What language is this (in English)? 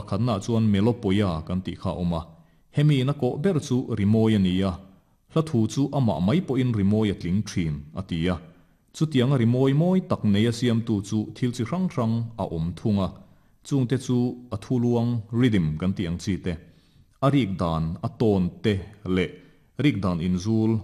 Mizo